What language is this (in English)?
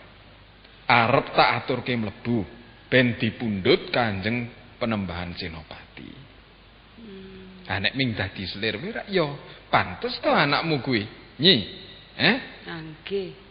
Javanese